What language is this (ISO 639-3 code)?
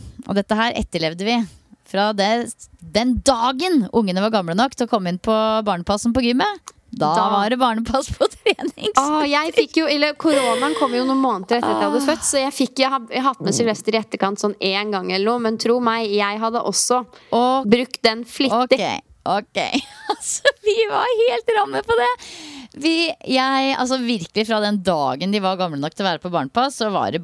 nor